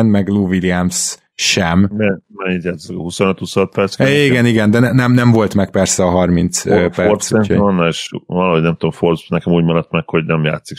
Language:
Hungarian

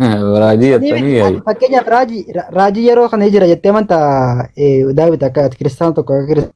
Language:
Oromo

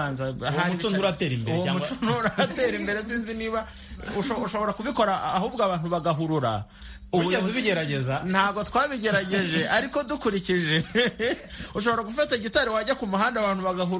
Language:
Kinyarwanda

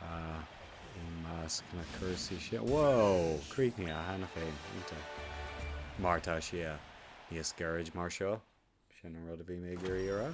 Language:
Irish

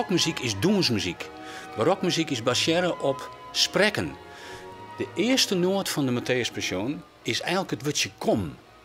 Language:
Western Frisian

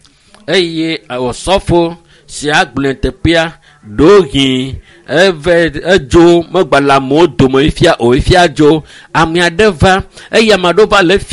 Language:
Ewe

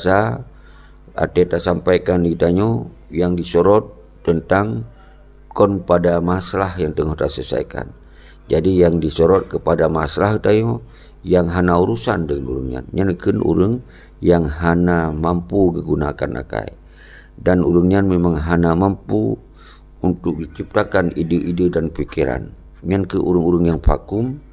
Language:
Achinese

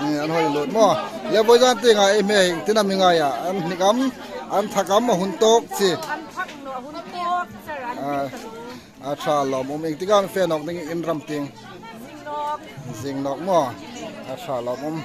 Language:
Hmar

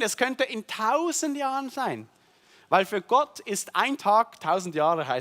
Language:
Swiss German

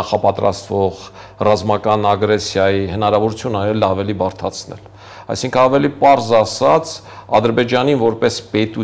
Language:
Armenian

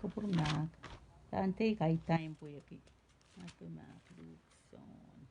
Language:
Pohnpeian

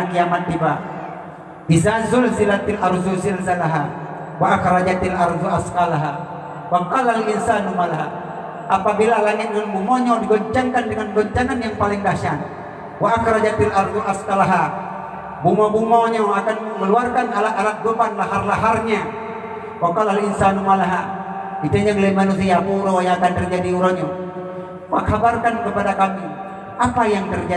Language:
Achinese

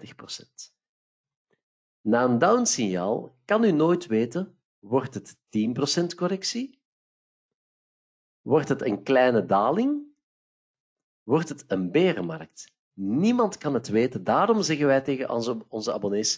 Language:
Dutch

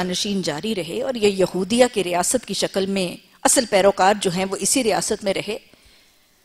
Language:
Urdu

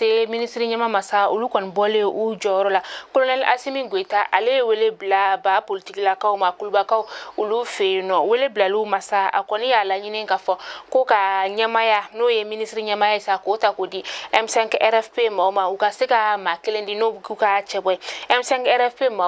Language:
Bambara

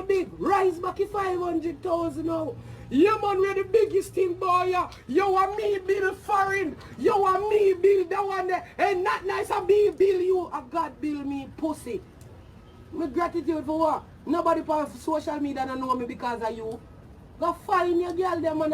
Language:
Jamaican Creole English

